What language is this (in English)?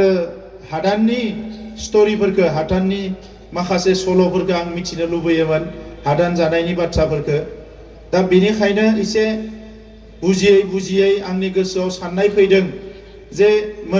Bodo